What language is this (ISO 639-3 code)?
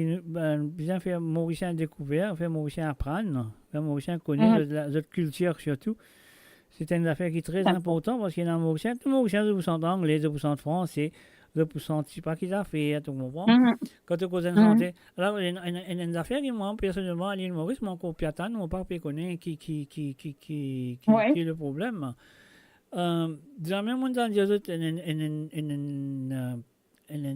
mfe